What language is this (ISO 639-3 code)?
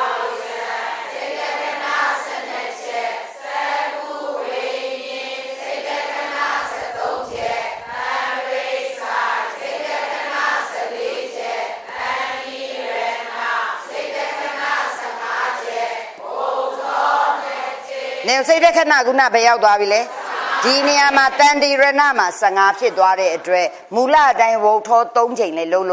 mya